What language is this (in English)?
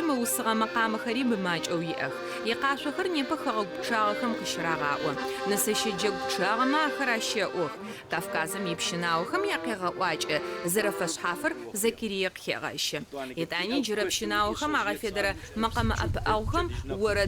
Adyghe